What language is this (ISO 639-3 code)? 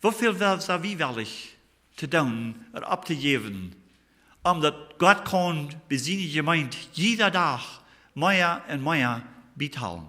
pdt